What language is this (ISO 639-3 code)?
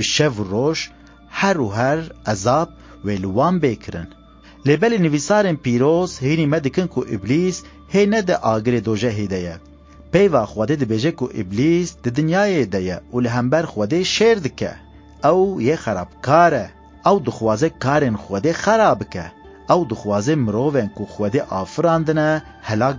kur